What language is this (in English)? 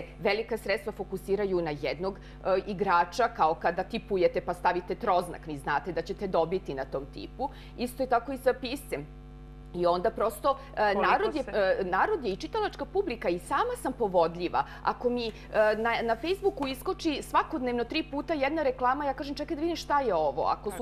Serbian